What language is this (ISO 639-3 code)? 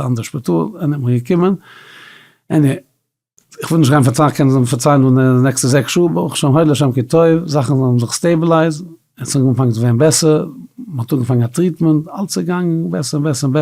yid